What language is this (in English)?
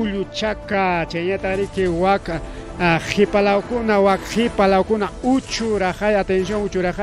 Ayacucho Quechua